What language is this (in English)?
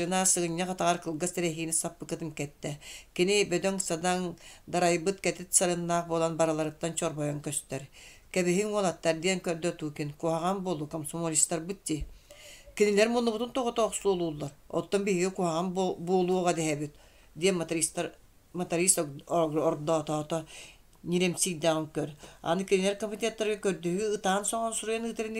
Yakut